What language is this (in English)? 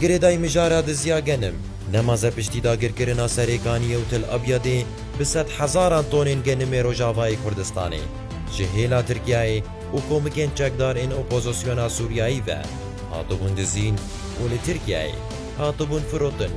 Kurdish